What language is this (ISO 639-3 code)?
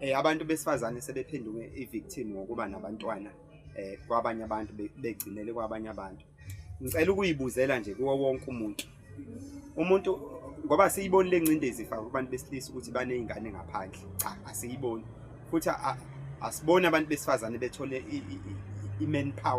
zul